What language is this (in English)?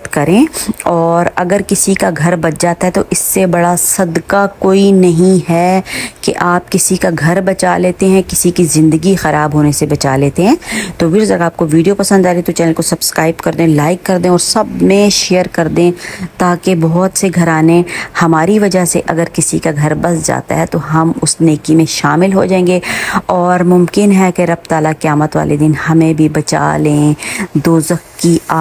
Urdu